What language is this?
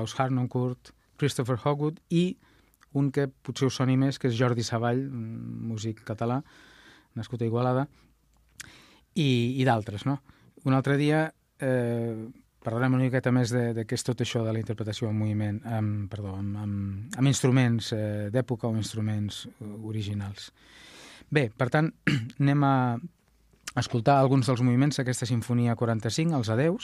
Catalan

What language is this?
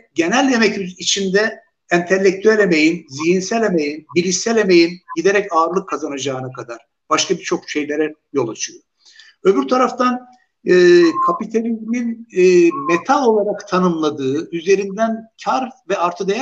Turkish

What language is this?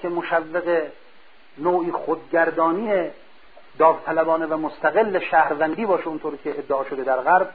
Persian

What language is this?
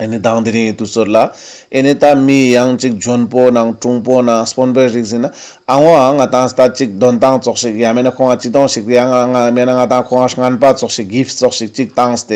Ladakhi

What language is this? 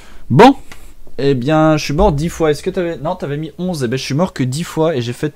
French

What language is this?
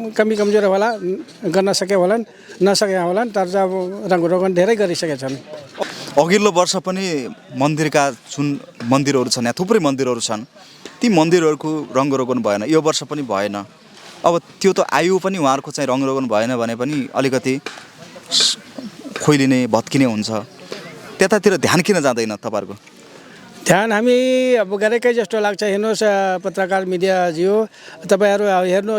Nepali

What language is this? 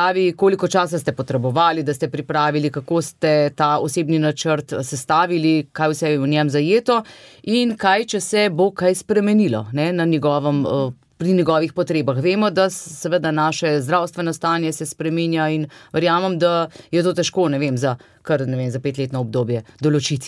Slovenian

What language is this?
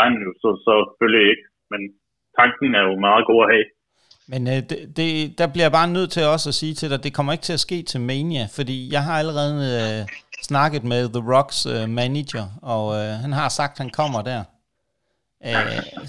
Danish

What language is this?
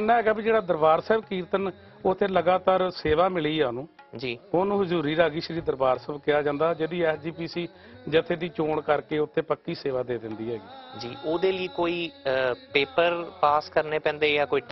Punjabi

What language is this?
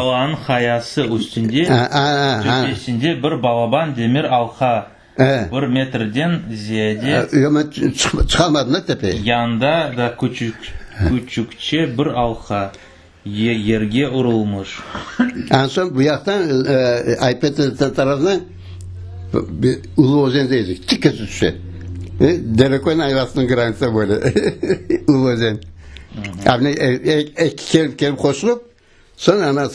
Crimean Tatar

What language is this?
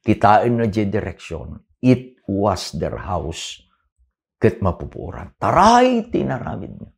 Iloko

